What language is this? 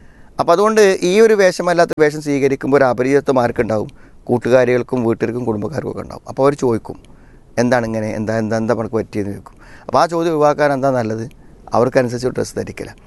Malayalam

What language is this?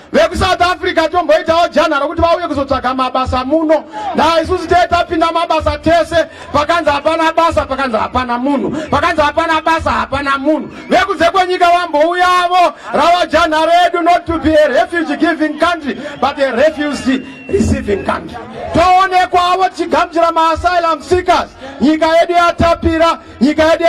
Shona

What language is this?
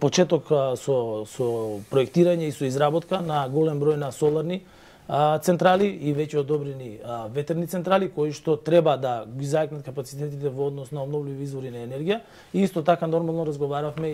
Macedonian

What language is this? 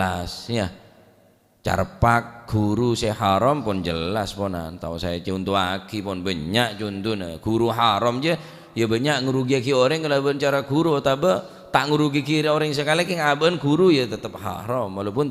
Madurese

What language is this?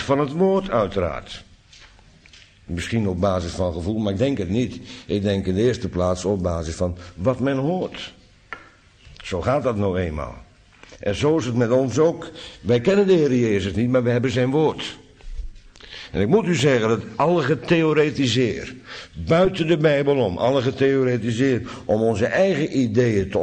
Dutch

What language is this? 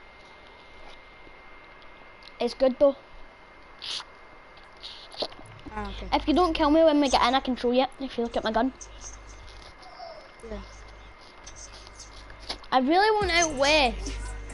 English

